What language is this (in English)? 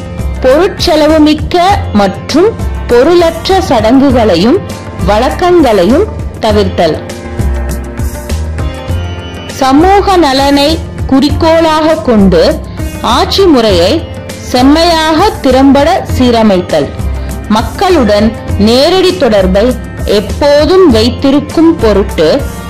Tamil